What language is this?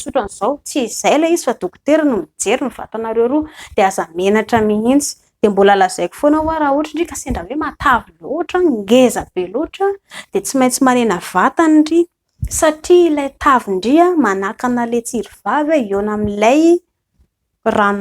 Malagasy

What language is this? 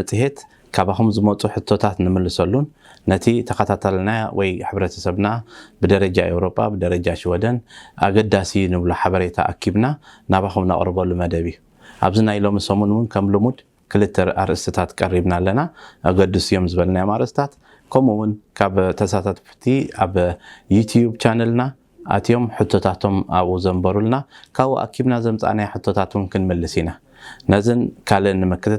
Tigrinya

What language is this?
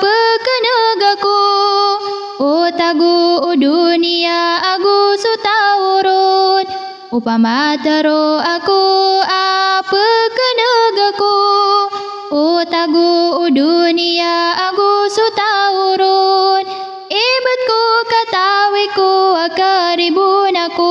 Maranao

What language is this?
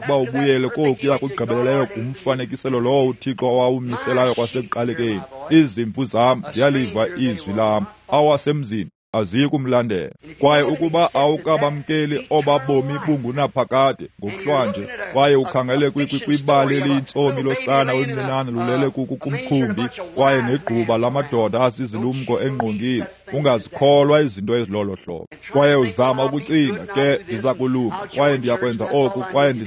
Xhosa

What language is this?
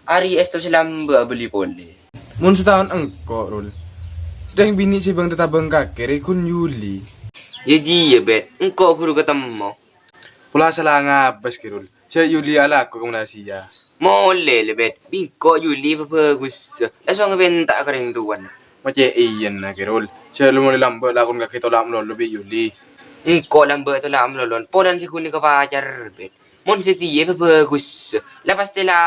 Madurese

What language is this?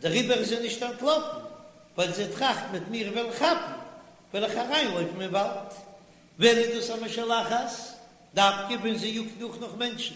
Yiddish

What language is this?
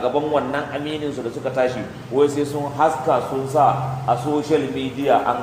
Hausa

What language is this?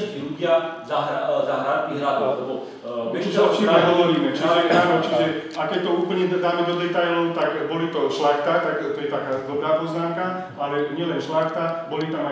Slovak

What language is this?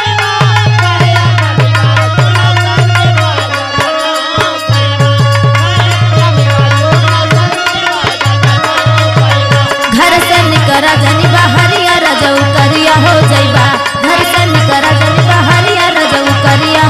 Bhojpuri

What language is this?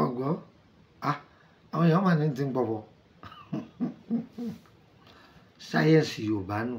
Yoruba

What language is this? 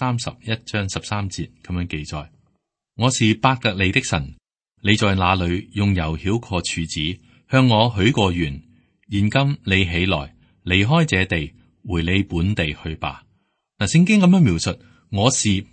Cantonese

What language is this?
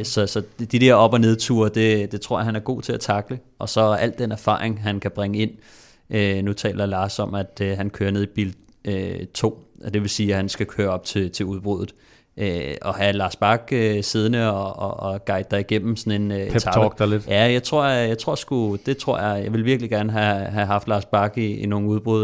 Danish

